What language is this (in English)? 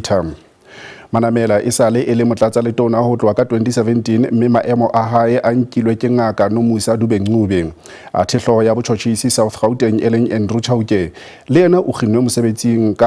Southern Sotho